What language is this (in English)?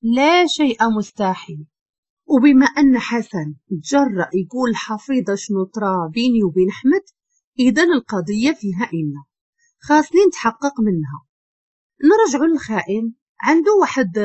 Moroccan Arabic